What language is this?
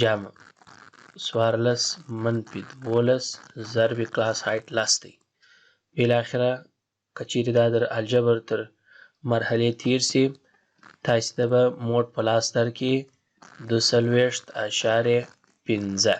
Pashto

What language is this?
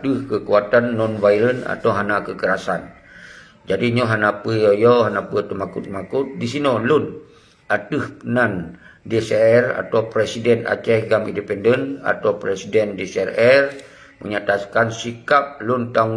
Achinese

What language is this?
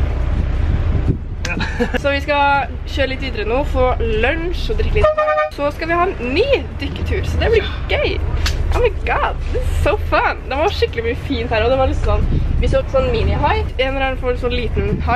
Norwegian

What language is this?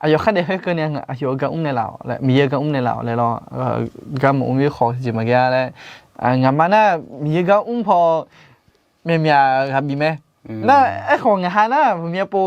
Akha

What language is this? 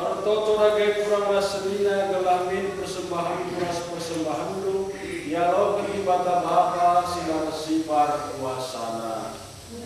Batak Karo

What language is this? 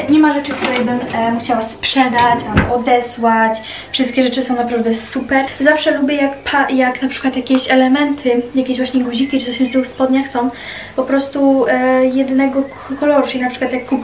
Polish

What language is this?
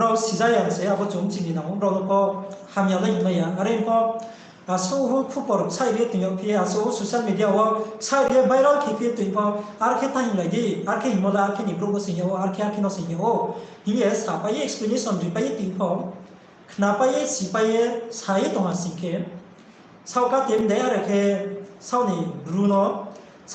Riang (India)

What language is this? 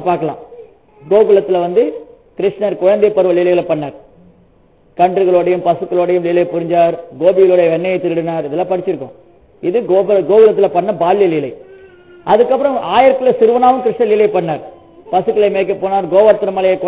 Tamil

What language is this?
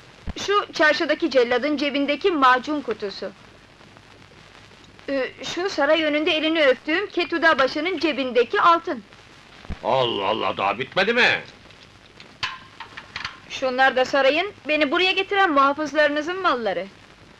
Turkish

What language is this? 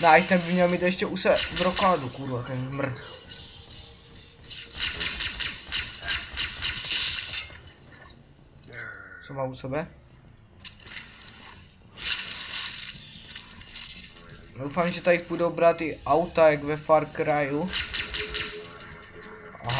Czech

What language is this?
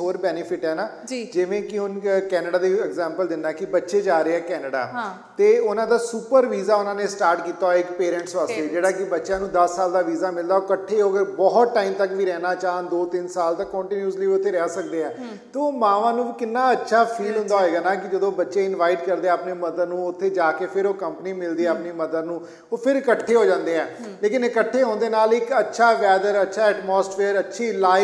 Punjabi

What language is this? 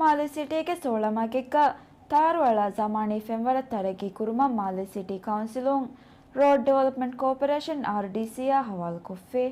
Divehi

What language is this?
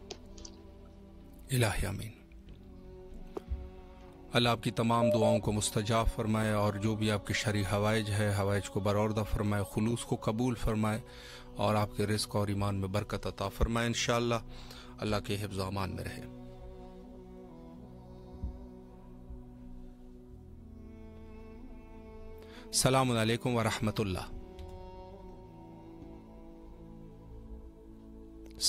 Urdu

